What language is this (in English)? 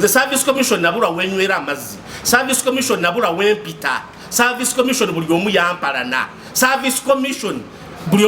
Ganda